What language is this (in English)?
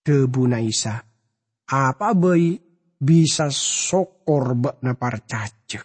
Madurese